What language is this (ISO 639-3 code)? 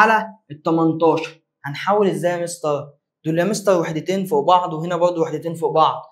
arz